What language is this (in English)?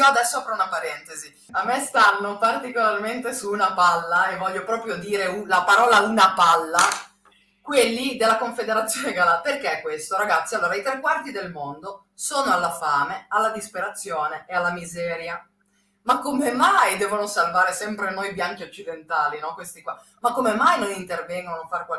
Italian